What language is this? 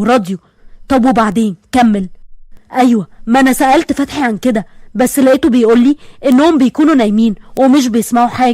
Egyptian Arabic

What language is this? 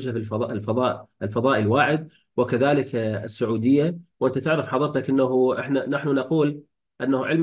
Arabic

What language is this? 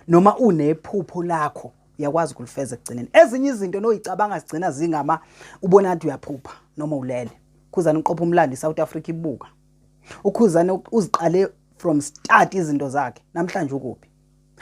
Zulu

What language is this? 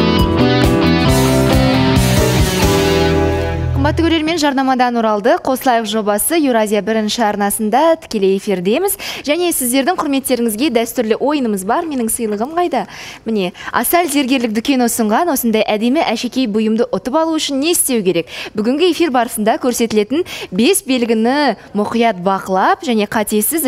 Kazakh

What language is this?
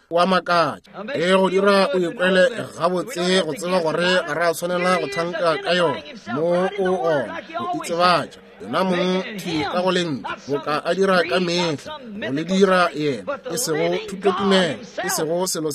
Northern Sotho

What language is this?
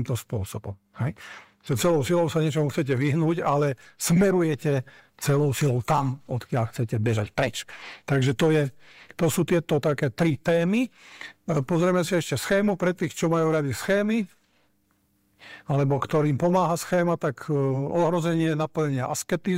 Slovak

